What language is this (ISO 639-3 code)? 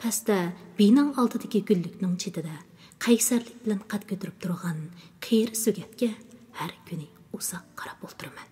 uig